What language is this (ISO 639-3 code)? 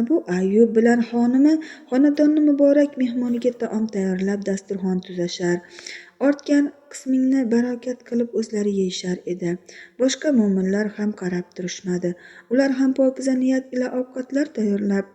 uzb